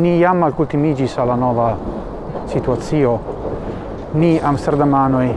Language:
Esperanto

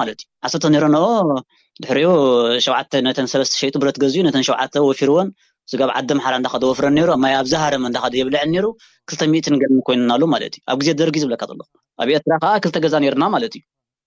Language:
Tigrinya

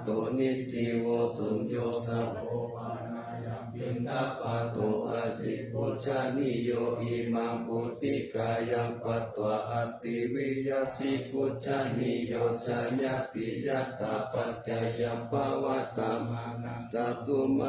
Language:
Pali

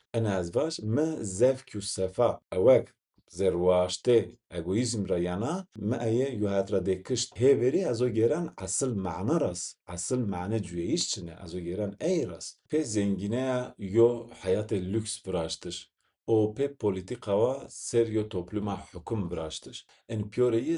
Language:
Zaza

